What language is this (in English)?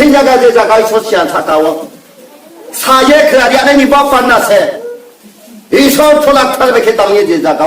Riang (India)